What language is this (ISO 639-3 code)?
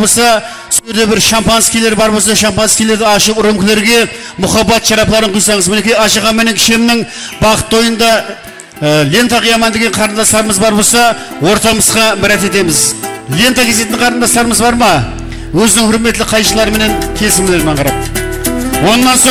kaa